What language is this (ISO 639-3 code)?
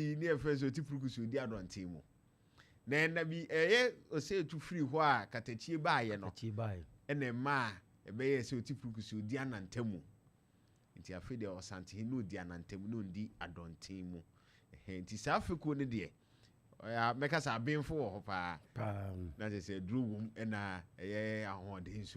aka